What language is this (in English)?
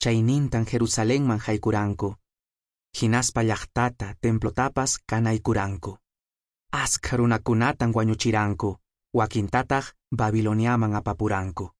Quechua